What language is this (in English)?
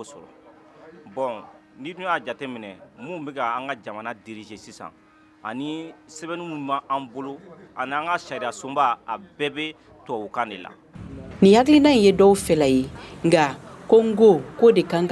Bambara